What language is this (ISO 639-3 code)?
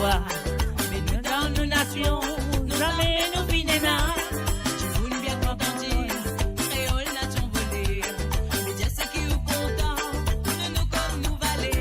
mfe